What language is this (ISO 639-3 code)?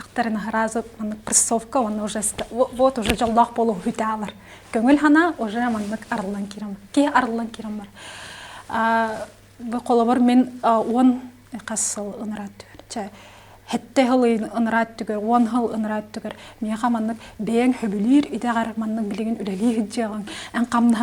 sah